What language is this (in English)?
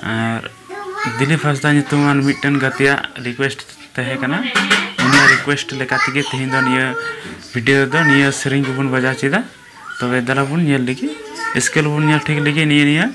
Santali